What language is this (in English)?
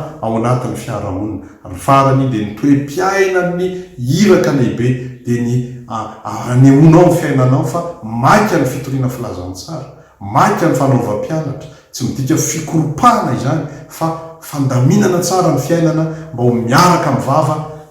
Malagasy